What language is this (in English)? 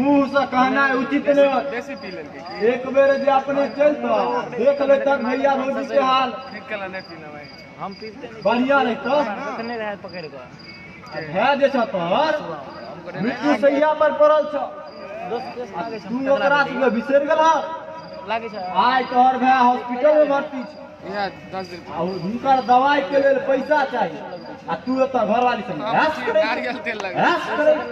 Maithili